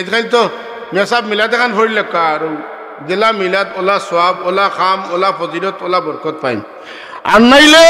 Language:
Sylheti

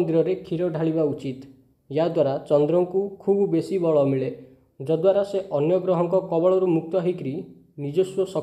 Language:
Odia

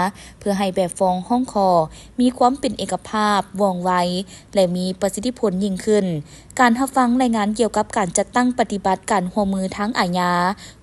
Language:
Lao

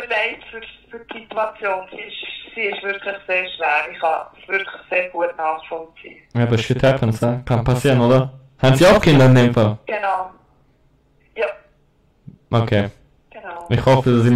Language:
German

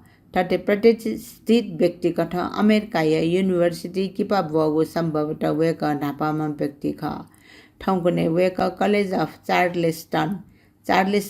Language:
Newari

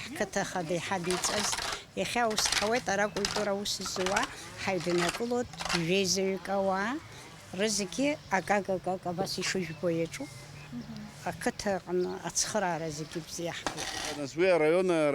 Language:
Abkhazian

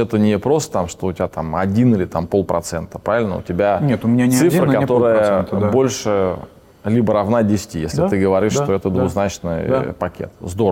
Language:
Russian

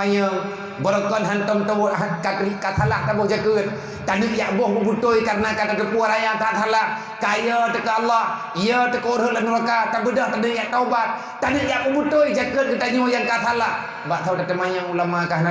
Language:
Achinese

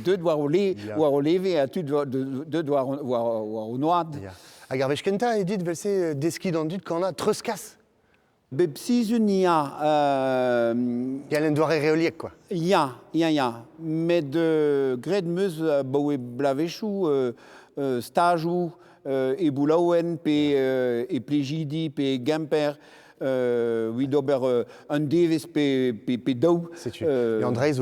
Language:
Breton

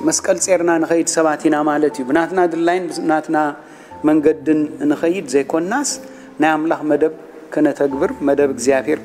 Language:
Tigrinya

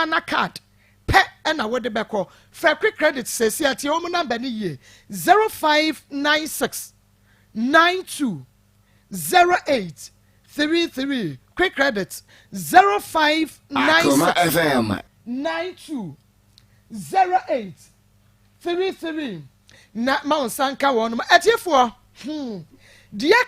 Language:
Akan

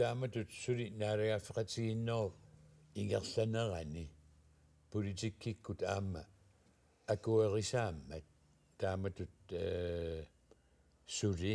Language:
Kalaallisut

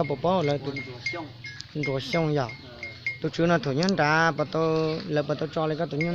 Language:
Hmong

